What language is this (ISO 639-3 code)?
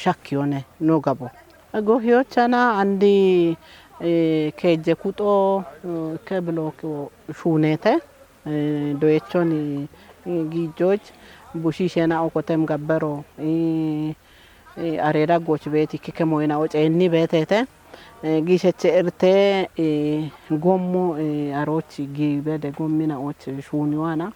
kbr